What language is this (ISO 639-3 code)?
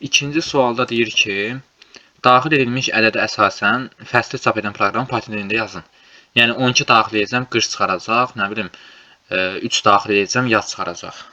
aze